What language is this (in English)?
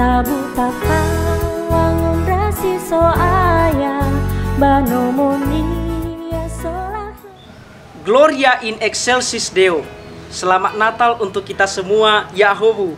Nias